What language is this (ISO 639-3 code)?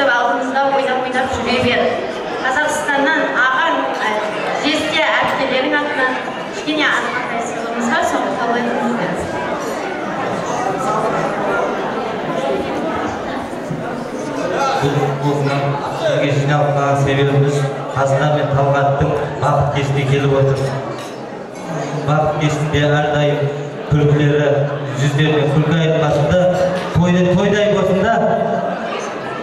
kaz